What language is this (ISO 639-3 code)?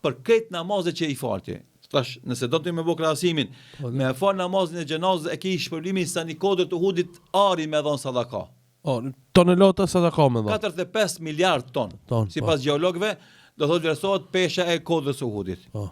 sqi